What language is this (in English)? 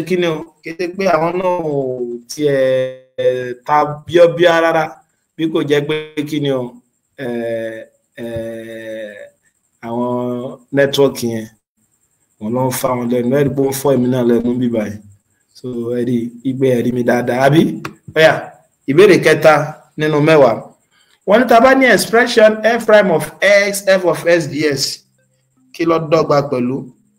Yoruba